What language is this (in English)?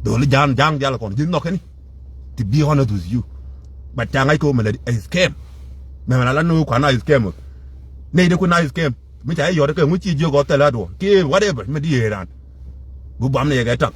Nuer